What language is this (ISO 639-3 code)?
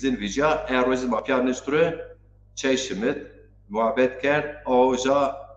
zza